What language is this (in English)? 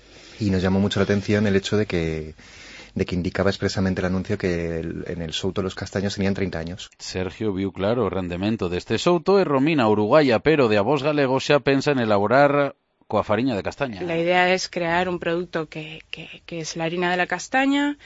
Galician